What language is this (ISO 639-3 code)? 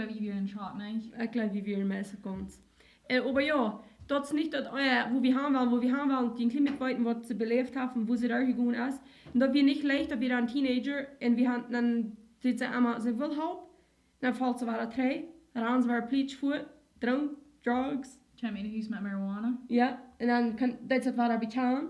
pdt